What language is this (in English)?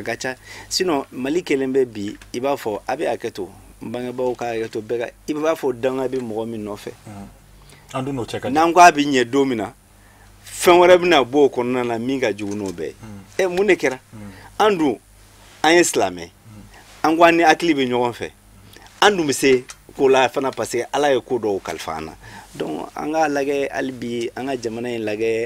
Bambara